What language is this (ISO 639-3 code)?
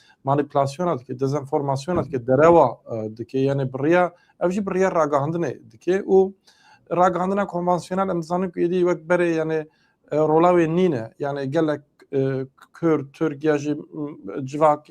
kur